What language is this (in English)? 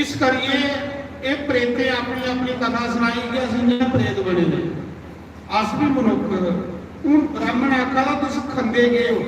Dogri